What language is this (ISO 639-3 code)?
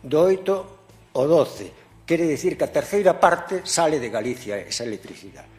glg